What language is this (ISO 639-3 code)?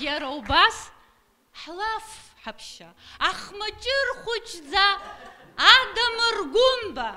abk